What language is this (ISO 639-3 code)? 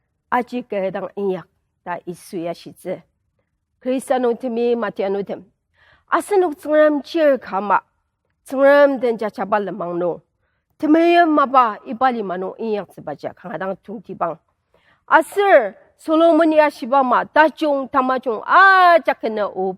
njo